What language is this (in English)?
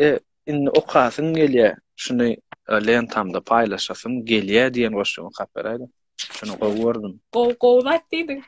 Turkmen